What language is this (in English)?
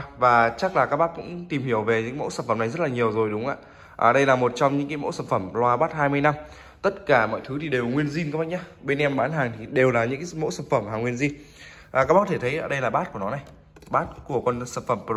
Vietnamese